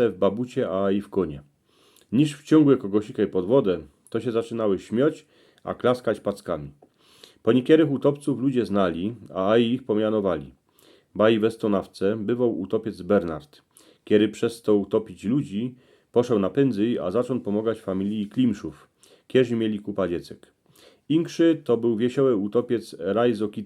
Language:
Silesian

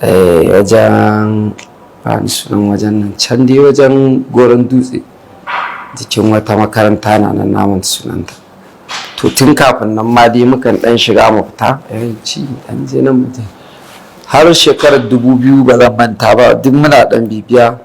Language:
Hausa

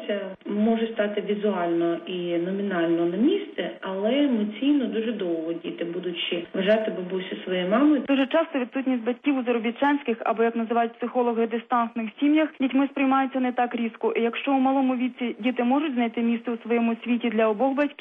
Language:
Ukrainian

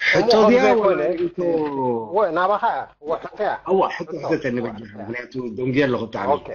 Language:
Tigrinya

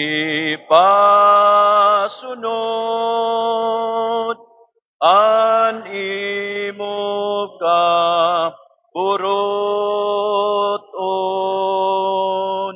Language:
Waray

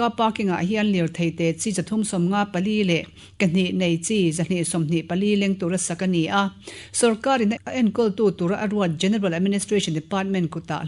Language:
Mizo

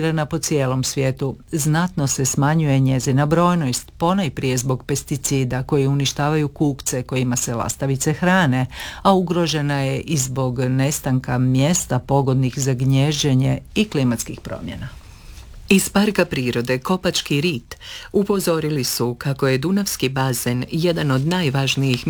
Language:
Croatian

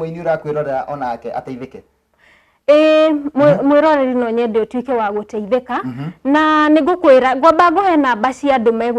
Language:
Kikuyu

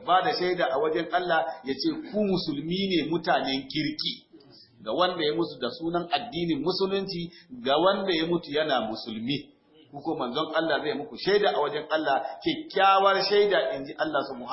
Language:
Hausa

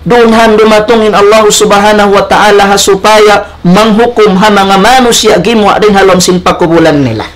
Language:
Tausug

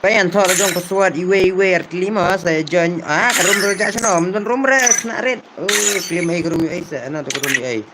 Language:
Khasi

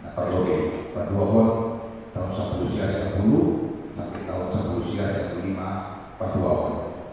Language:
Batak Simalungun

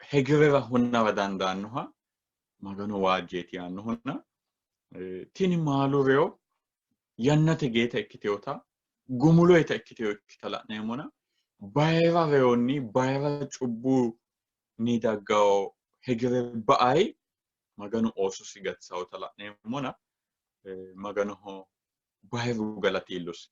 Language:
Sidamo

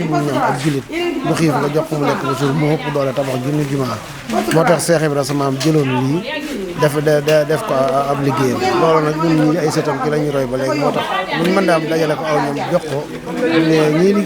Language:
Wolof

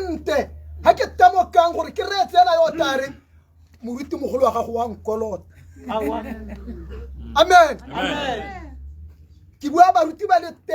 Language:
Tswana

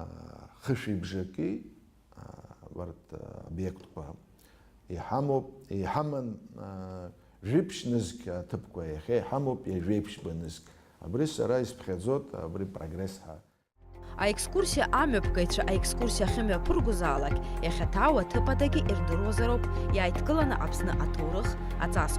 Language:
Abkhazian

